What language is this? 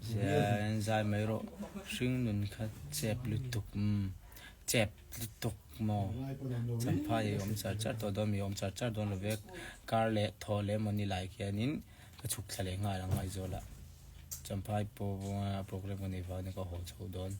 Mizo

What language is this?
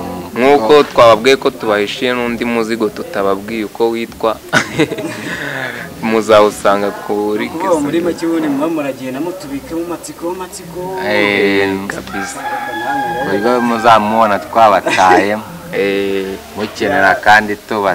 Kinyarwanda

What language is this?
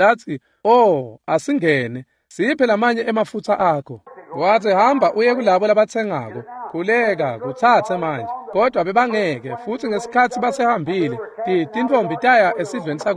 Swati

